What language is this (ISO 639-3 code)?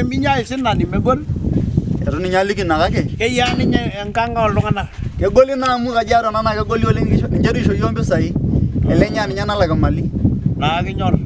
mas